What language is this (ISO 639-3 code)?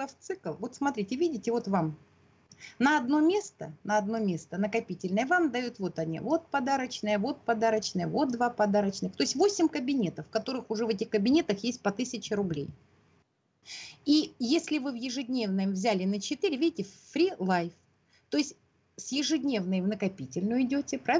rus